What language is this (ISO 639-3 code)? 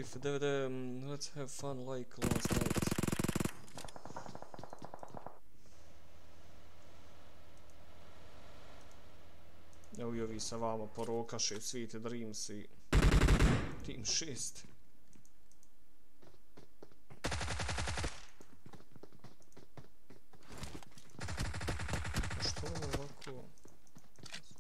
bos